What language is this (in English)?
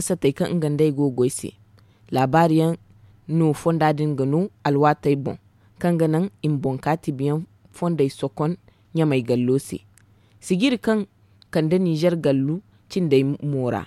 Zarma